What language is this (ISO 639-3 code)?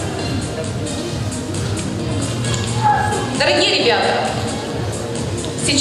rus